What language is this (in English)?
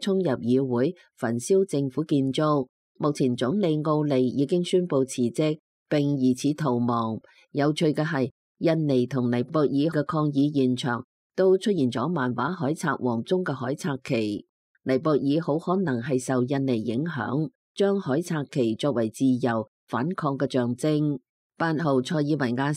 Cantonese